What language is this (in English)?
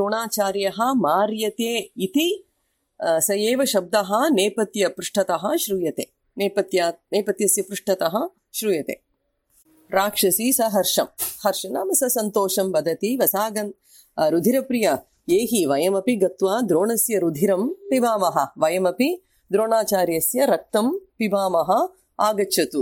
Sanskrit